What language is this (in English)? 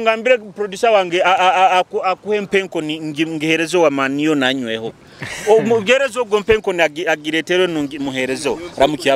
Nyoro